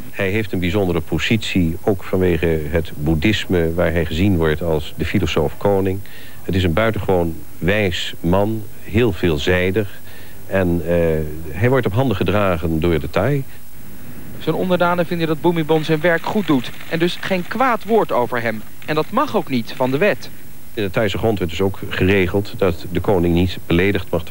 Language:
Dutch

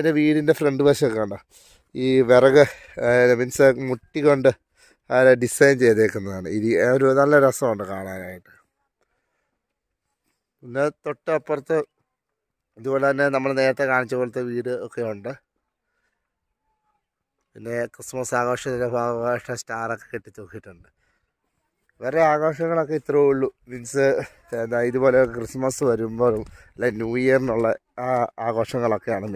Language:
Malayalam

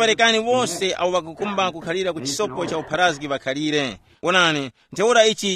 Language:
Tumbuka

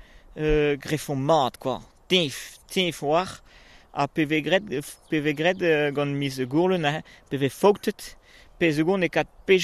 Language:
Breton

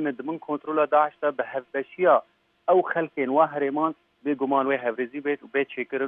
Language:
Kurdish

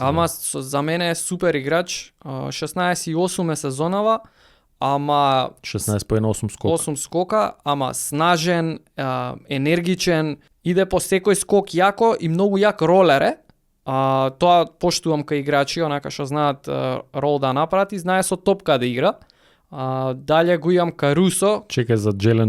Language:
Macedonian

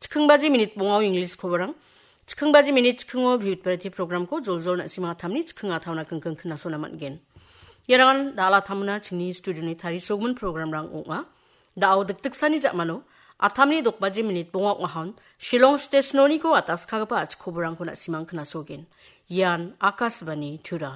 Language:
Garo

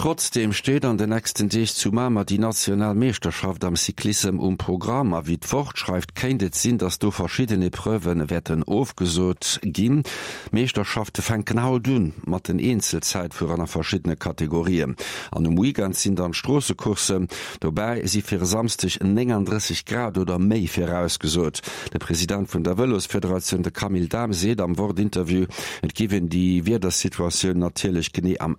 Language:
Luxembourgish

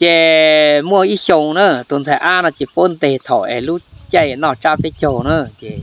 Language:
Hmong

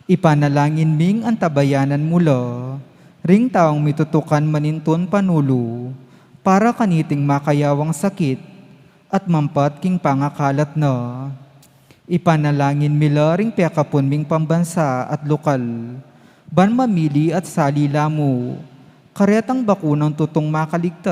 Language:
Pampanga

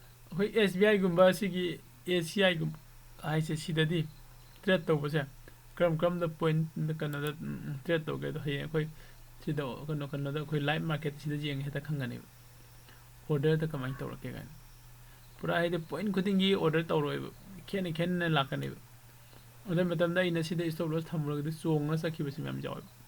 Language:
Manipuri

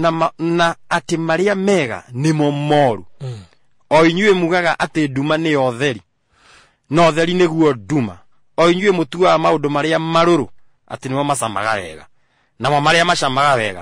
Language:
Kikuyu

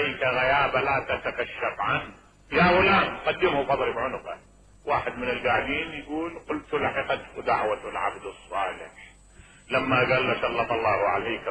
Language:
Mesopotamian Arabic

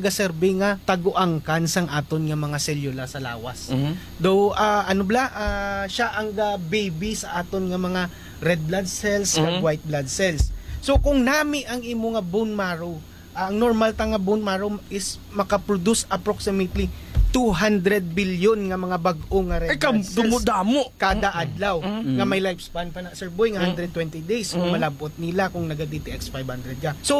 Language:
Hiligaynon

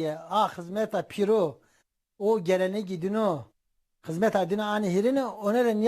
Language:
Zaza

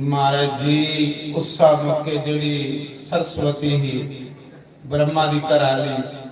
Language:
Dogri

